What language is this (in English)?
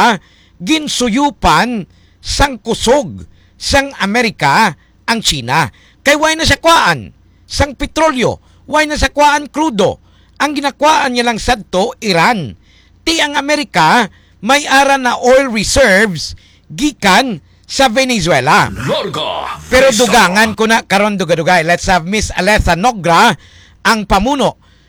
Hiligaynon